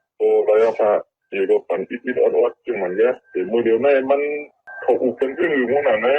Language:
Shan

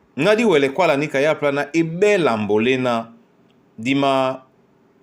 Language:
Duala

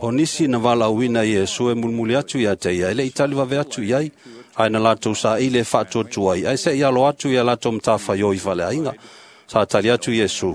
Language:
Samoan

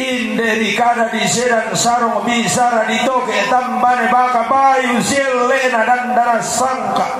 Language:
Toraja-Sa'dan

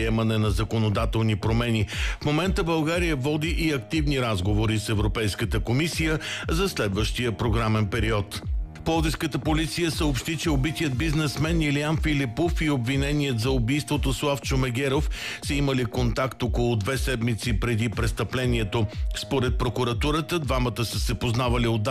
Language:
Bulgarian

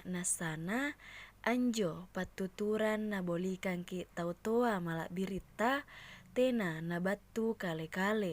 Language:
Makasar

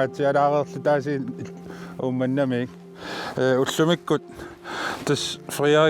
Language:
Kalaallisut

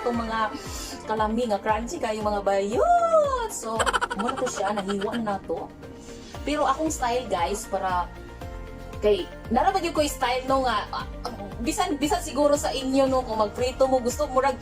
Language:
Cebuano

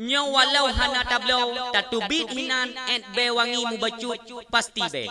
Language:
Achinese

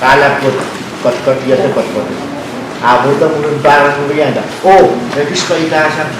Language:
Pohnpeian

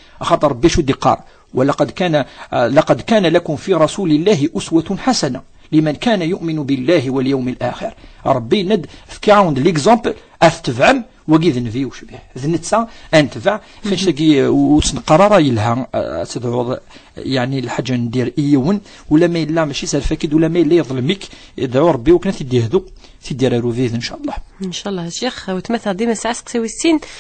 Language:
Kabyle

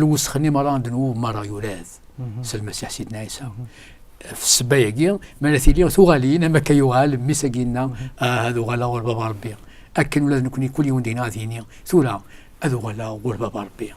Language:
Kabyle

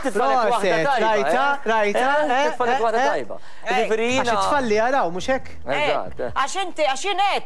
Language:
Maltese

